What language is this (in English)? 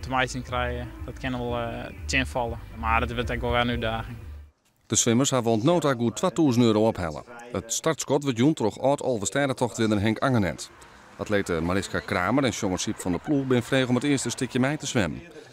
Western Frisian